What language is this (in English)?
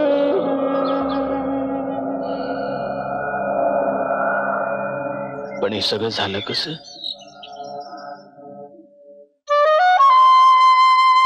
Marathi